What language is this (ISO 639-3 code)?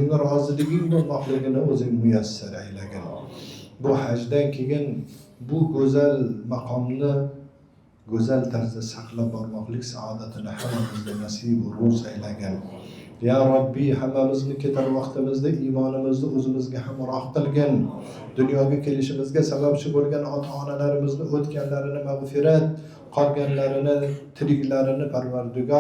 uzb